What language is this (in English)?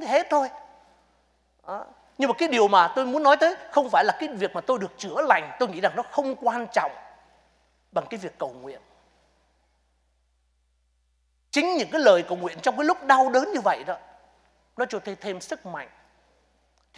Vietnamese